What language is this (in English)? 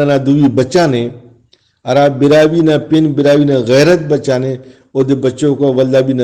Brahui